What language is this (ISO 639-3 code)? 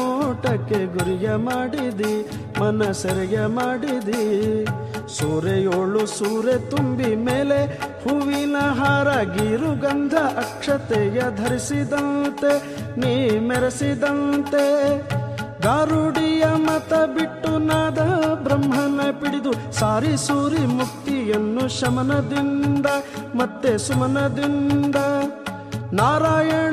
kan